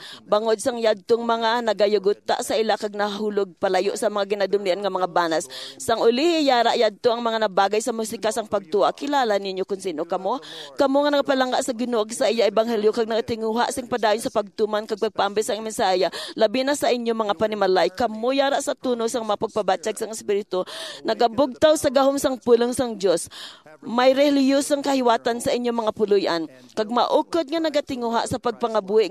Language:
Hiligaynon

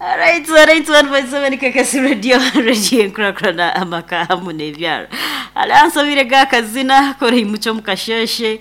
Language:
Nyankole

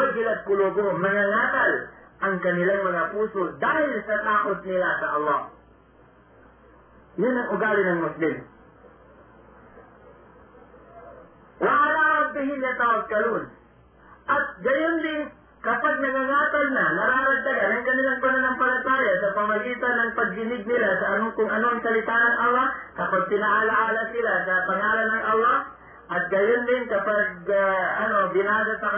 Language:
Filipino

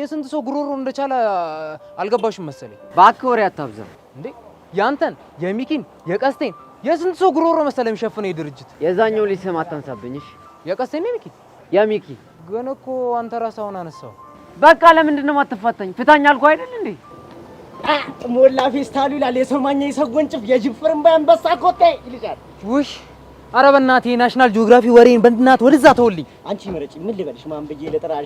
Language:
Amharic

